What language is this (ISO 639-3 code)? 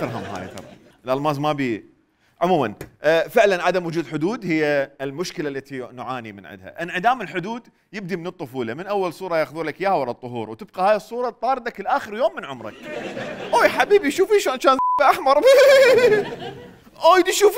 acm